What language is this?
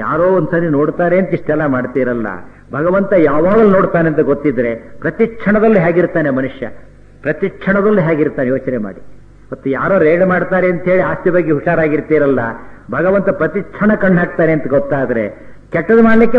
Kannada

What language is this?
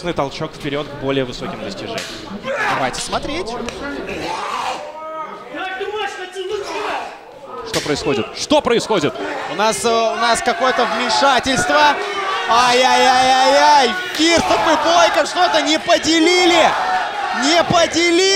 Russian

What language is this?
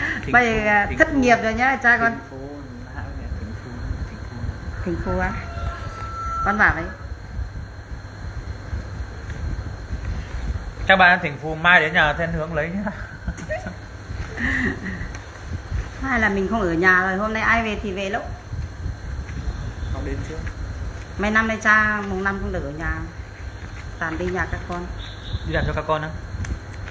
Vietnamese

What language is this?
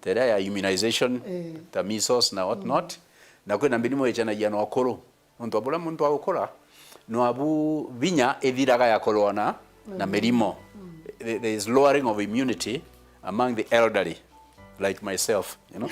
Meru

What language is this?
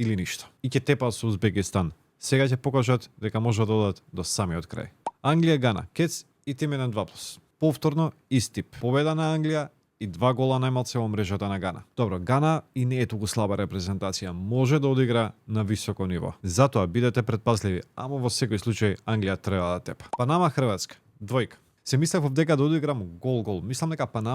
Macedonian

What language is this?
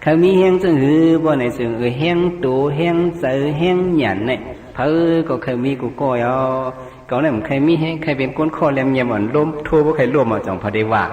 Shan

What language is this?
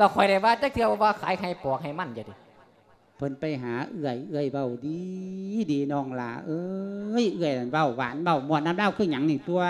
Lao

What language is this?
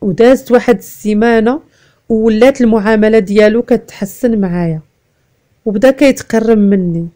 Moroccan Arabic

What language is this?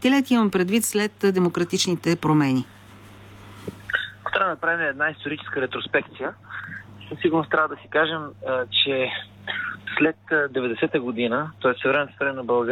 Bulgarian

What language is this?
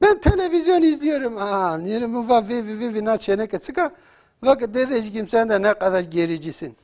Zaza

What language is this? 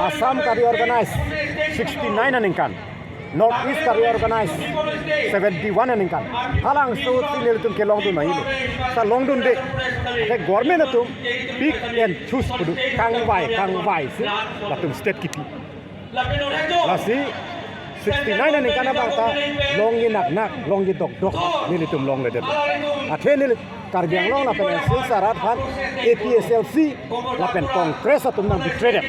Karbi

